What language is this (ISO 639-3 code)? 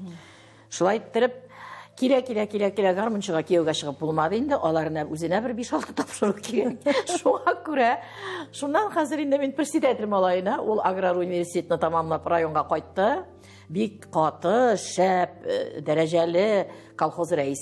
tat